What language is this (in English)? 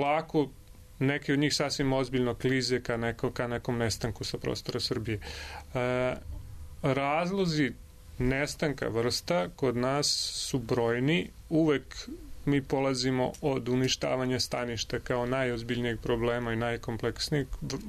Serbian